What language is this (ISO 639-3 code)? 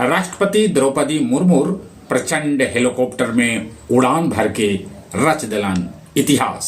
mag